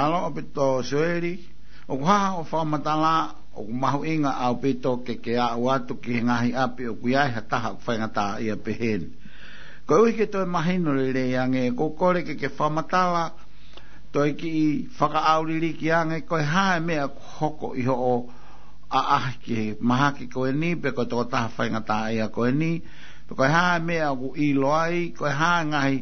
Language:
Tongan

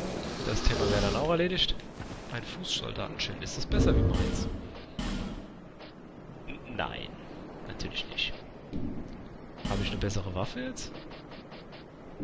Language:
German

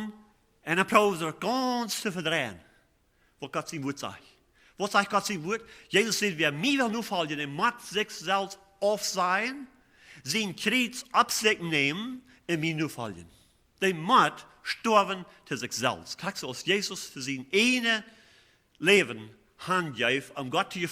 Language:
Plautdietsch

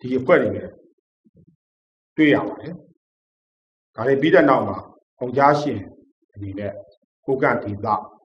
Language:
Burmese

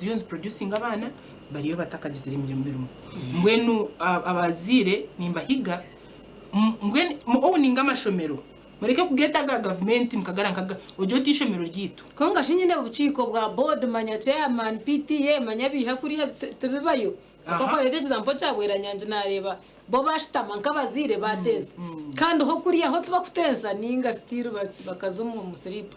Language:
Nyankole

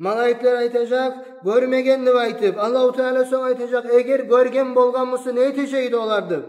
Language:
Kumyk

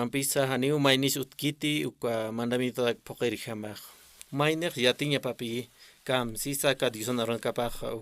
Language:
Aymara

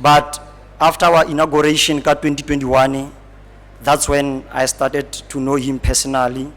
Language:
Tswana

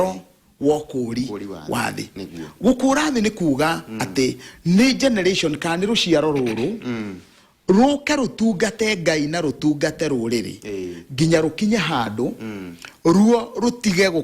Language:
Kikuyu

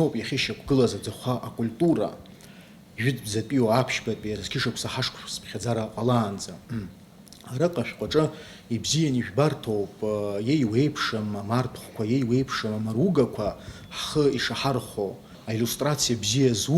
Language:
Abkhazian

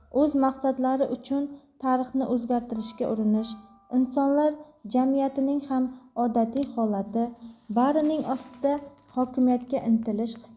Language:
Uzbek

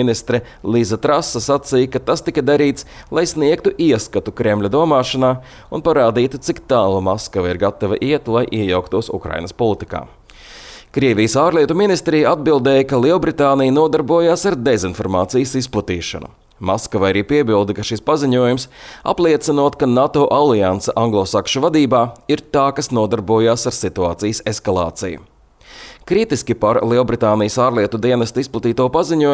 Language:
Latvian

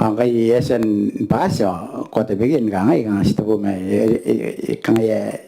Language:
Gilbertese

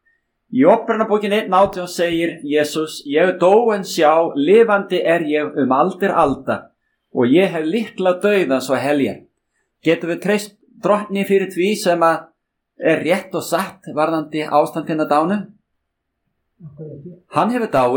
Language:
Icelandic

